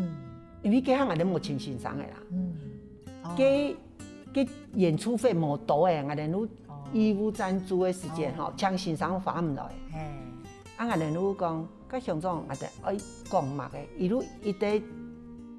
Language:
Hakka Chinese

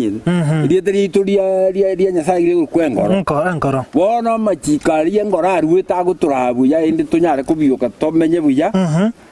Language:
Gusii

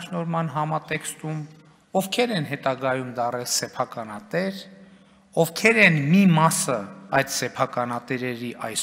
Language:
Armenian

